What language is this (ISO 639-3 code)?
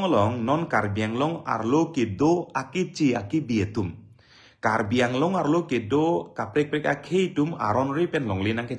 mjw